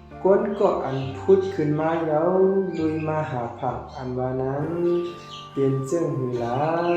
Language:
Shan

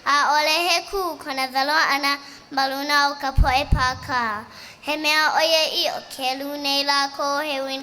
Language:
Hawaiian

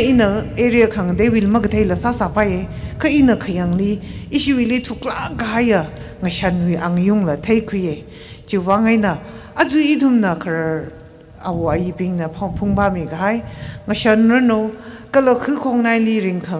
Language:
Tangkhul Naga (India)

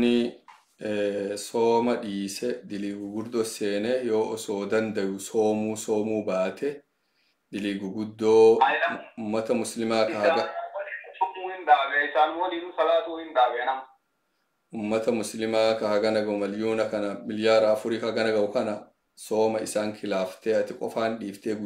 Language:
Oromo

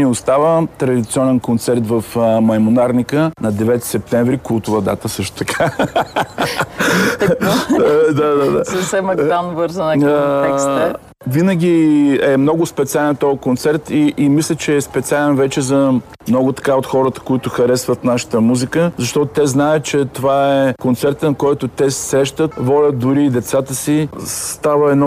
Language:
Bulgarian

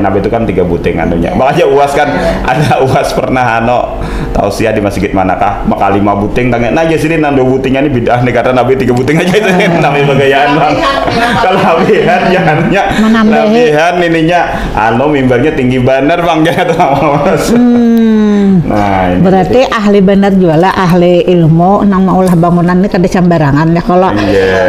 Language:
Banjar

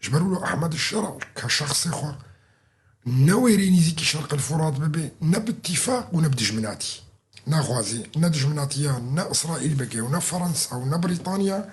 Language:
Kurdish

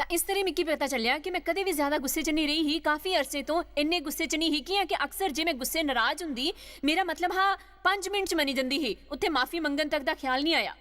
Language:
Dogri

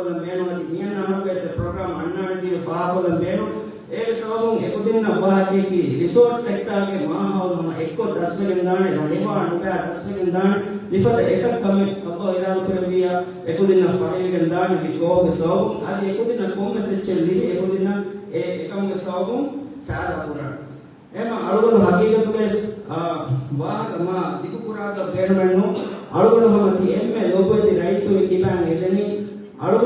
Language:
Divehi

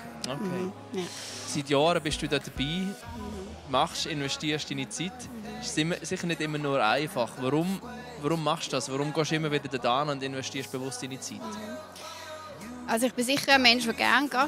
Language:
Swiss German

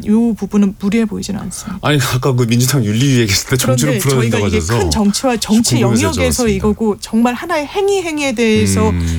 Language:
Korean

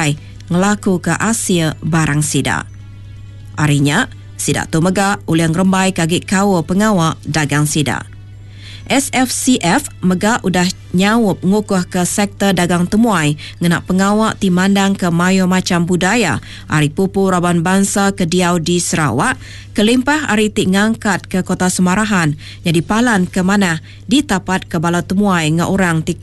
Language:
Iban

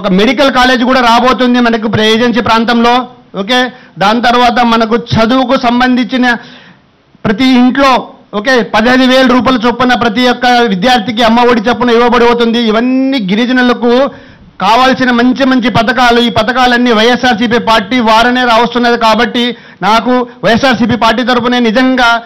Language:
Telugu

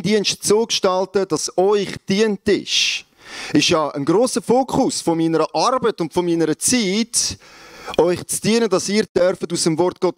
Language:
Swiss German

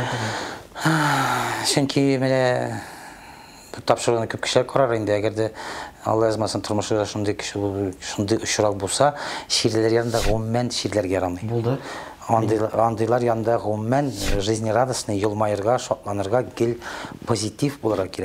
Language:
Tatar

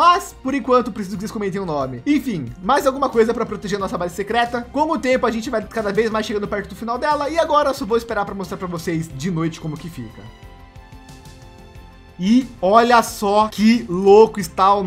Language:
Portuguese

